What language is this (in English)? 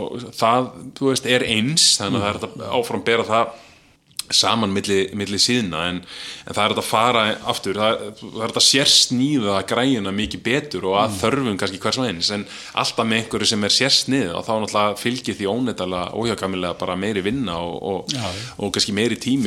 Icelandic